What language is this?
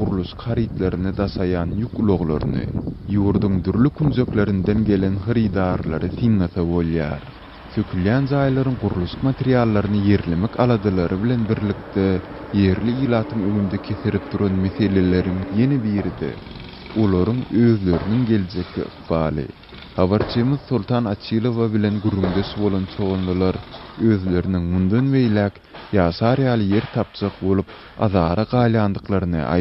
Turkmen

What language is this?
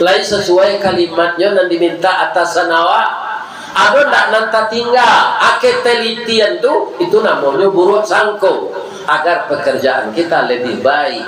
Minangkabau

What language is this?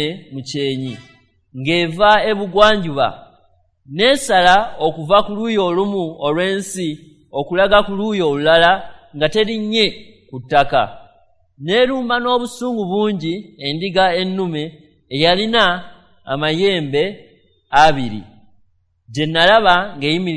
Ganda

